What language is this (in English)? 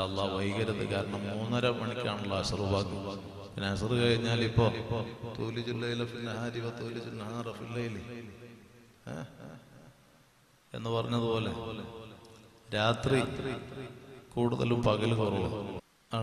Malayalam